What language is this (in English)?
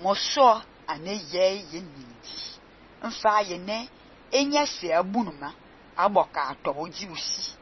Fang